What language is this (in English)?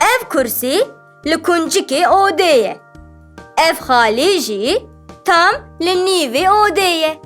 Kurdish